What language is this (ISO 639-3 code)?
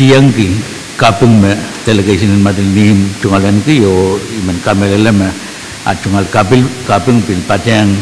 pon